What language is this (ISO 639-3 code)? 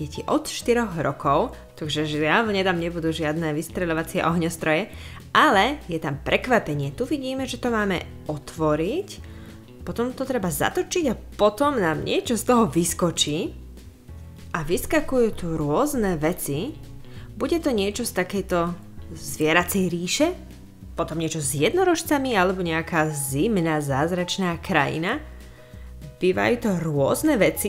slk